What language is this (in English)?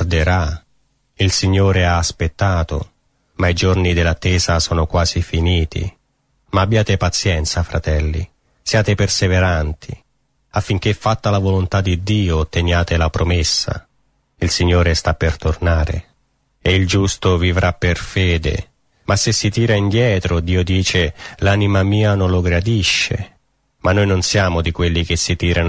Italian